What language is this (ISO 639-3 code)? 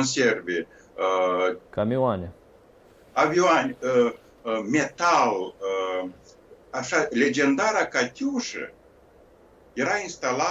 ron